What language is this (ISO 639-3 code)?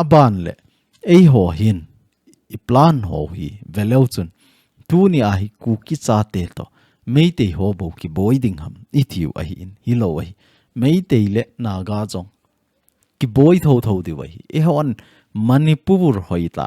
tcz